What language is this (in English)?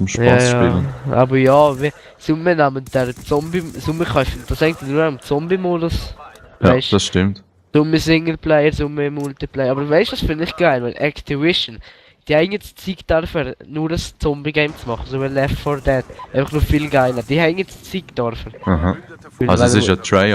Swiss German